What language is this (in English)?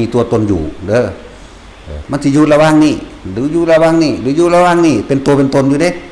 Northeastern Thai